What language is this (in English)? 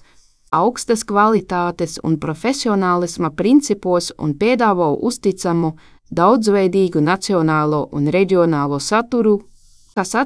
Latvian